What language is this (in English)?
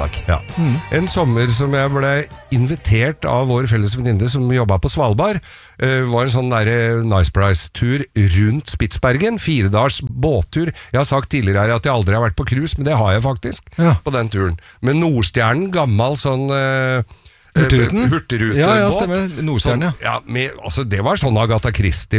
Norwegian